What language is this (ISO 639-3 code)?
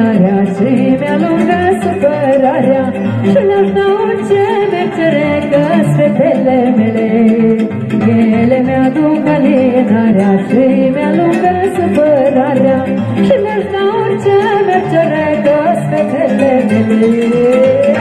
ron